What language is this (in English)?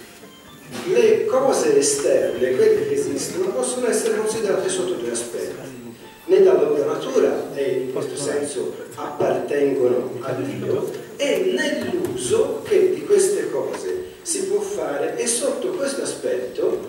Italian